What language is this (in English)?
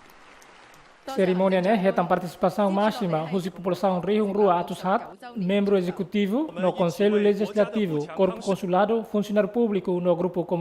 Tetum